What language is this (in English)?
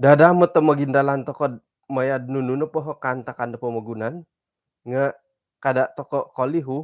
Central Dusun